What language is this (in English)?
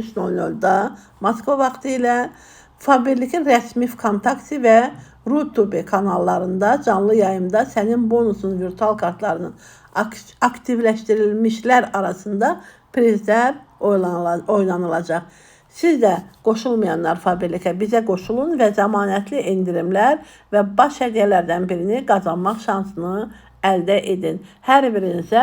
Azerbaijani